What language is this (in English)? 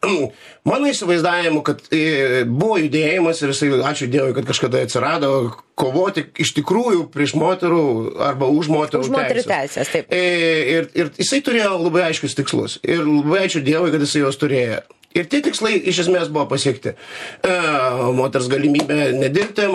Lithuanian